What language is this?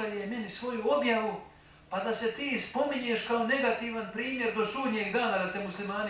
Bosnian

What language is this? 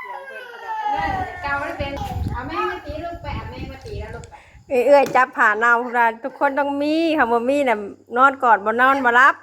Northeastern Thai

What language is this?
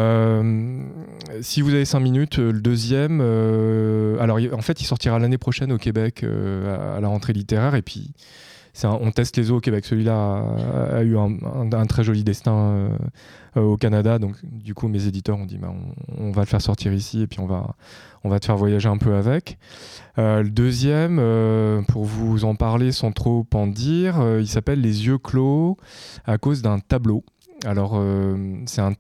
French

